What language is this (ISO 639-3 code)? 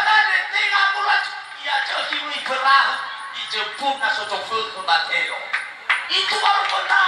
nia